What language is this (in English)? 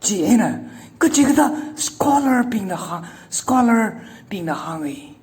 Tangkhul Naga (India)